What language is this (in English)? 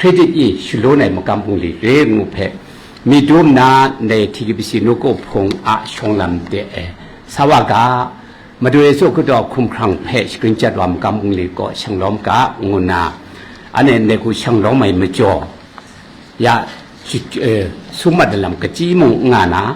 Kachin